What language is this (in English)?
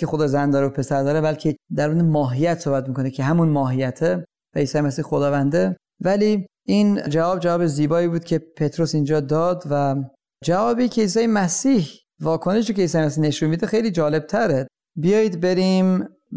Persian